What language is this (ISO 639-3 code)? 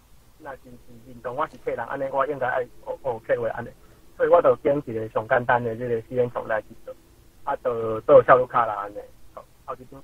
nan